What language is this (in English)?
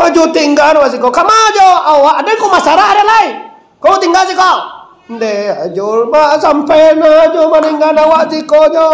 Minangkabau